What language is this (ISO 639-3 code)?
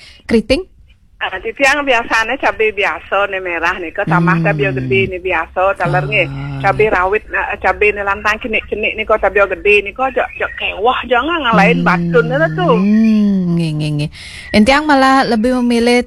ban